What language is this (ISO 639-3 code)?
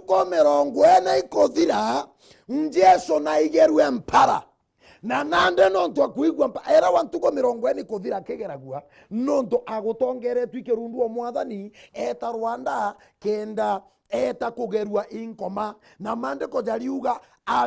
mer